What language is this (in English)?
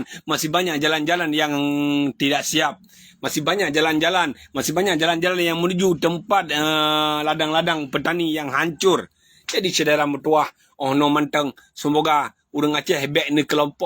Achinese